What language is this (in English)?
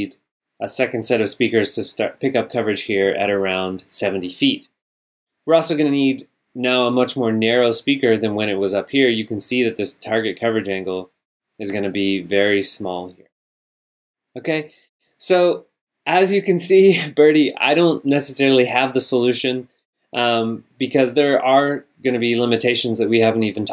English